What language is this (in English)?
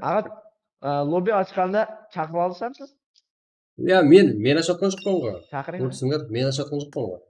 Kara-Kalpak